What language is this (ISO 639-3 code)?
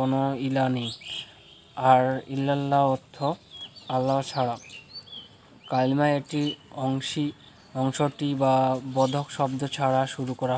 ben